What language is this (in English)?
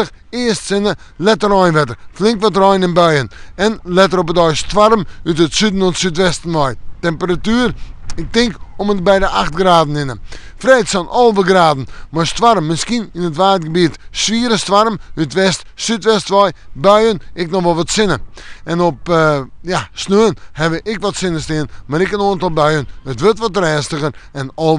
Western Frisian